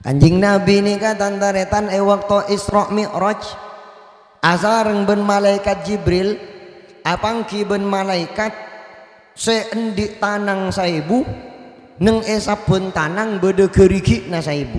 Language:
Madurese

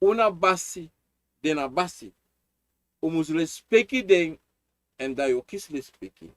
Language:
Sranan Tongo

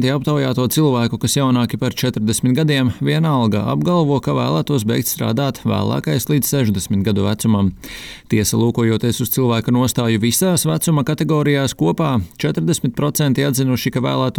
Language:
Latvian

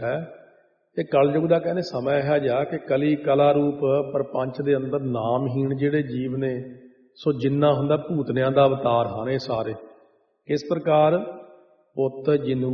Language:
Punjabi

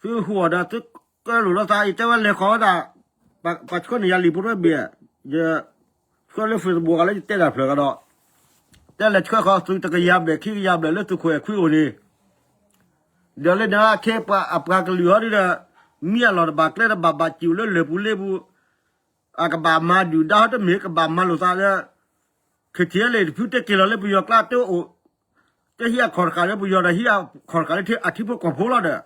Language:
S'gaw Karen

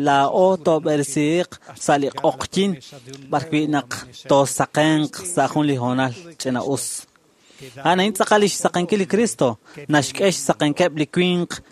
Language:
Kekchí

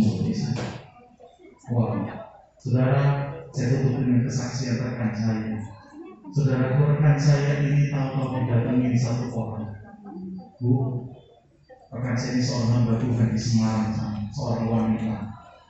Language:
Indonesian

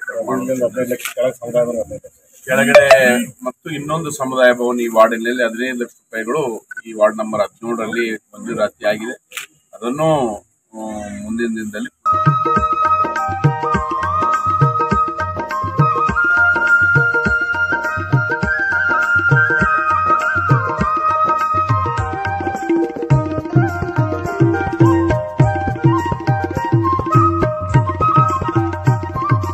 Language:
Kannada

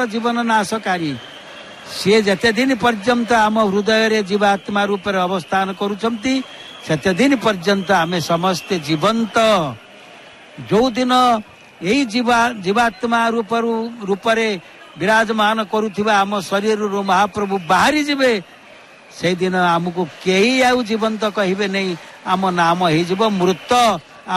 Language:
Odia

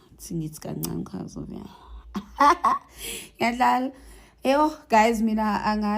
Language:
Zulu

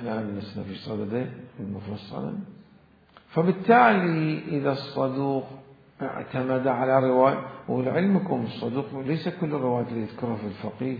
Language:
Mesopotamian Arabic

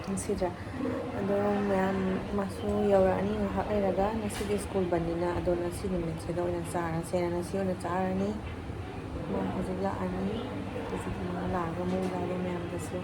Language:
Manipuri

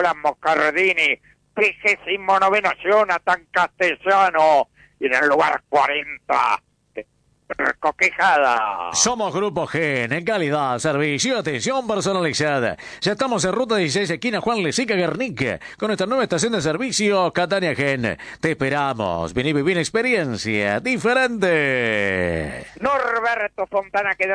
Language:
Spanish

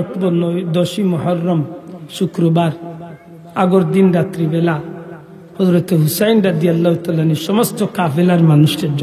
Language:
Sylheti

